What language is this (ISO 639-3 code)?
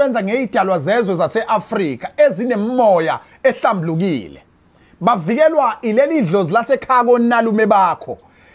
zul